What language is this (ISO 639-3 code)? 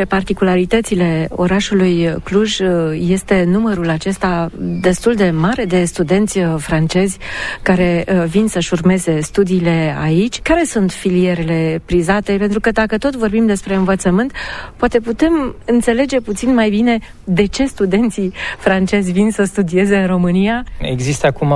ron